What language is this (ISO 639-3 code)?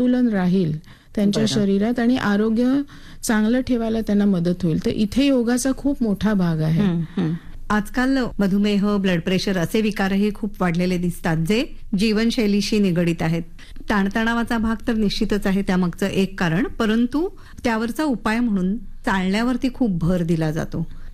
mar